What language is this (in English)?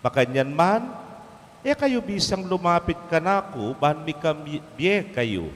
Pampanga